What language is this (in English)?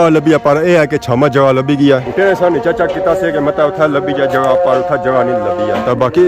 Pahari-Potwari